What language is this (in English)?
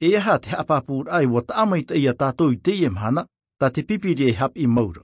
Tahitian